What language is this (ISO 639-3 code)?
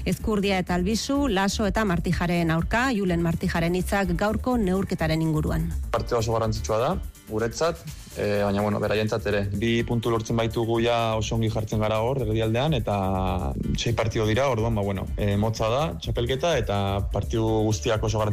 eus